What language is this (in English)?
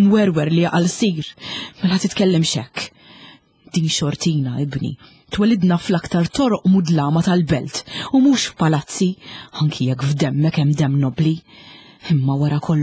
Maltese